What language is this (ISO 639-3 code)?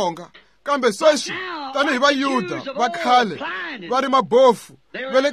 tso